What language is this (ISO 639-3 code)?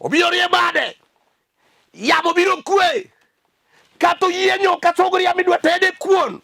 luo